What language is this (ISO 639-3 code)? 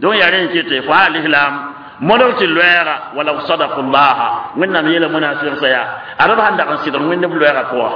mos